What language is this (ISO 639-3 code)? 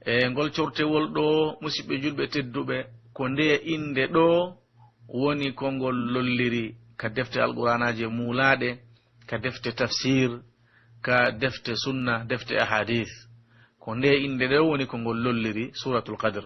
fuf